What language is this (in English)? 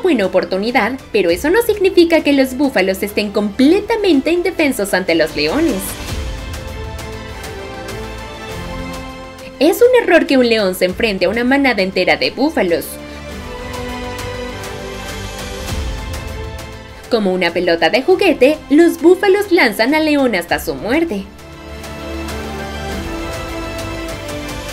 Spanish